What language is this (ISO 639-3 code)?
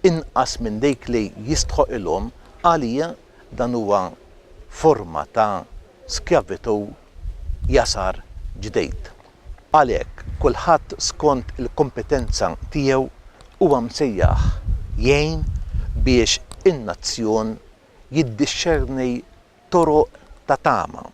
mlt